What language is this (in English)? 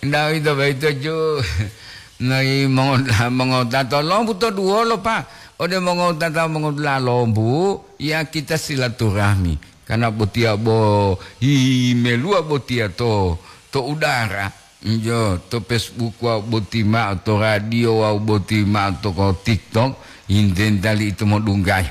Gorontalo